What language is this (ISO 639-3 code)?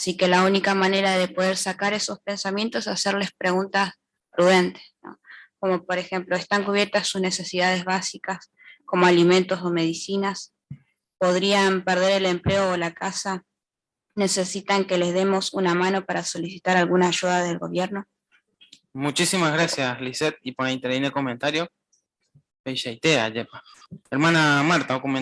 grn